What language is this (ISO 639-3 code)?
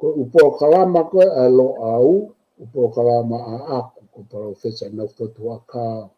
ton